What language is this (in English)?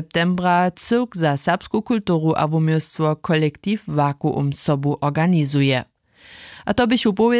Upper Sorbian